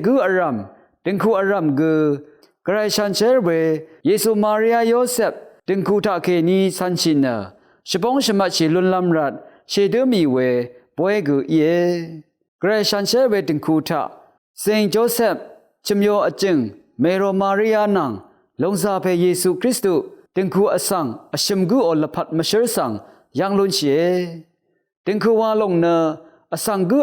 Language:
Rawang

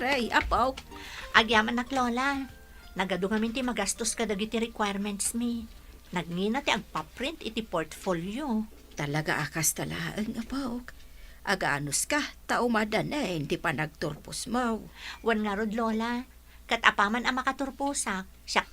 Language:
Iloko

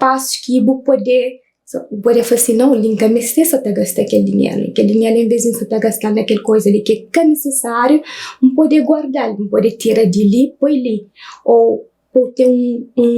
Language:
Kabuverdianu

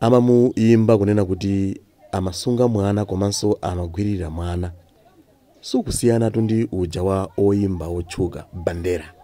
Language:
Nyanja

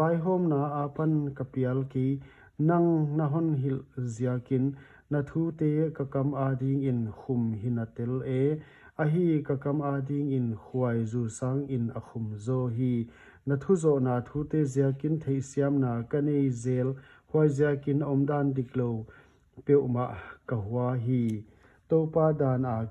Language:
Paite Chin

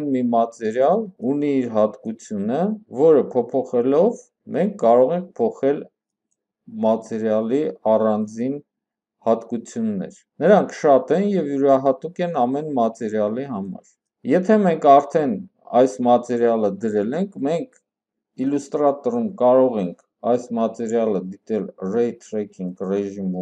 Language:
Armenian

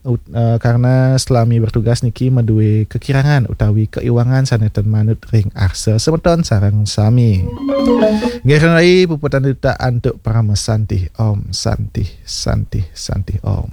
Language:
Balinese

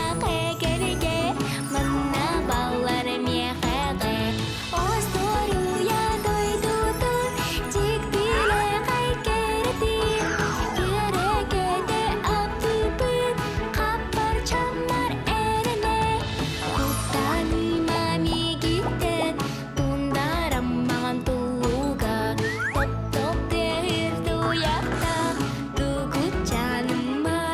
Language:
Yakut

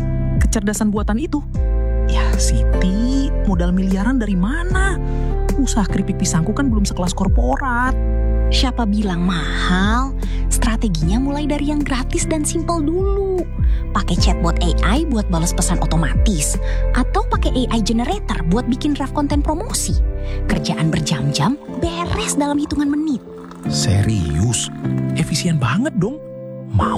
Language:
Indonesian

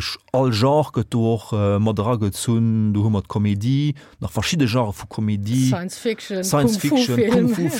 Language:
Luxembourgish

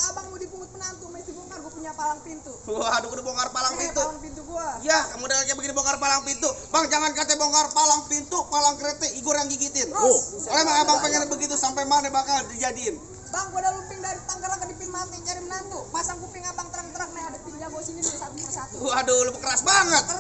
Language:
Betawi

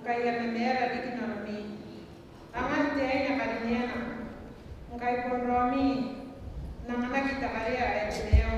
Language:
Gilbertese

